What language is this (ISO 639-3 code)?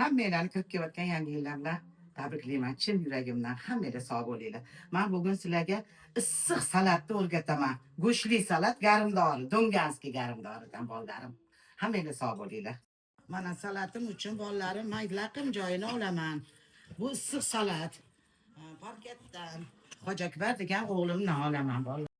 uzb